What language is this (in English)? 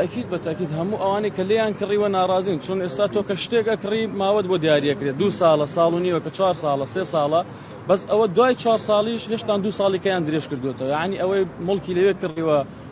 Central Kurdish